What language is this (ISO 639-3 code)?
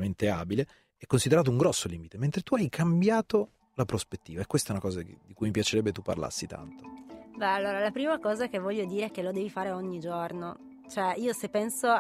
ita